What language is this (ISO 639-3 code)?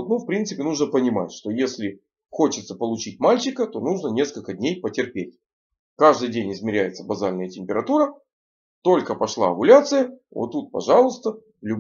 rus